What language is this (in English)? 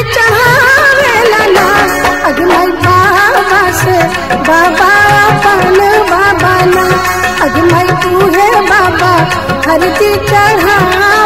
Bhojpuri